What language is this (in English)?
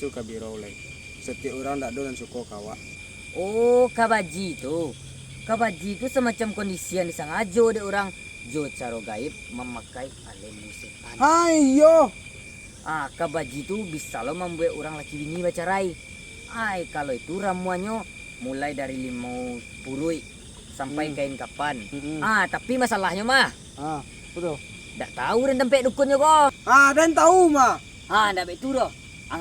Minangkabau